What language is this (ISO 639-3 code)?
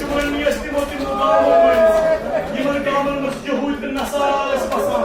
kas